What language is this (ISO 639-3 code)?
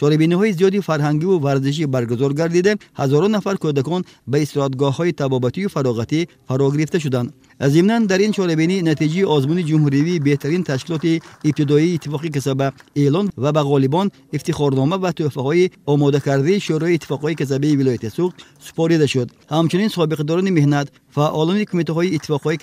tgk